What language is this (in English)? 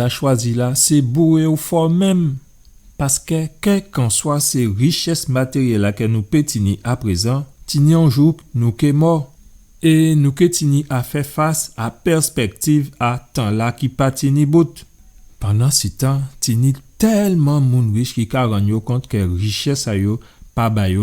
Guadeloupean Creole French